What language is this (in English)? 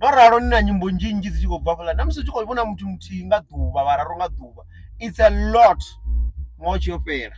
Venda